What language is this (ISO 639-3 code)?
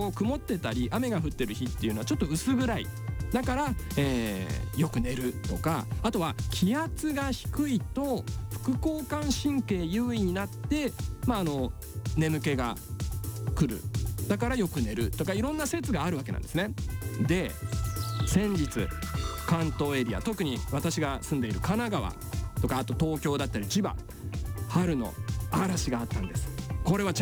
jpn